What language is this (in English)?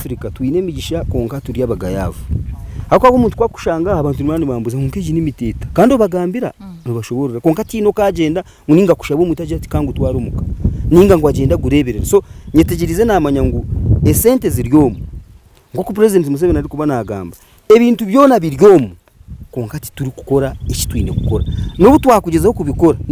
Nyankole